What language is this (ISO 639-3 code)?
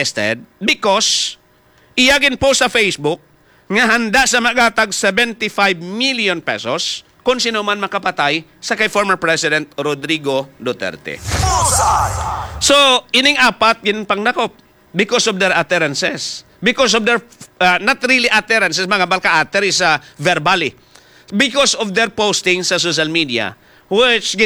hil